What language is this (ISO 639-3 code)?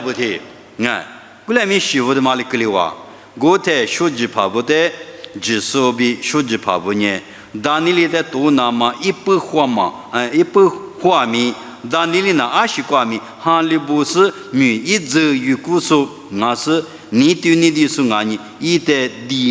lis